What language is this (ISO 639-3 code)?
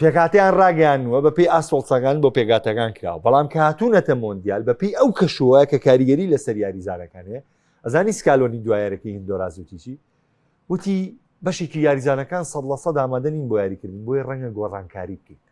ckb